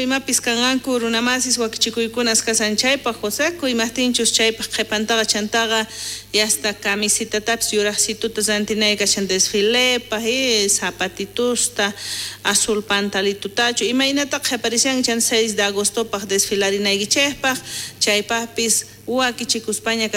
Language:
South Bolivian Quechua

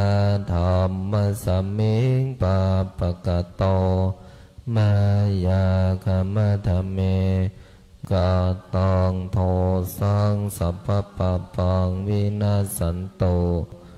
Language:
Pali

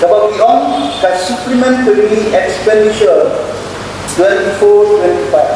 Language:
Khasi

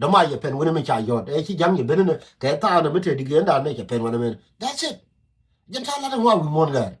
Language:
Nuer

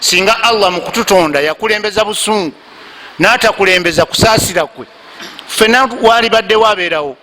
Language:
Ganda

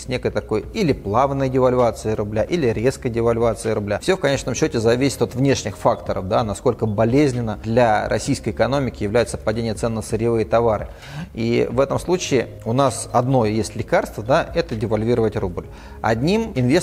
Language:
Russian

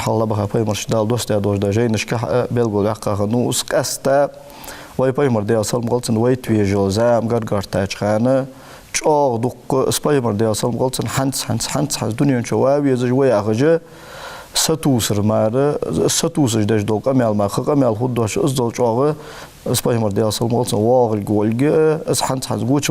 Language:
Ingush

